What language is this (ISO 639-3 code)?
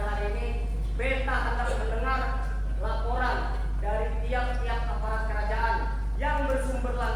bjn